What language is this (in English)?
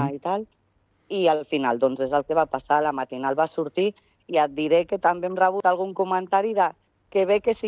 Catalan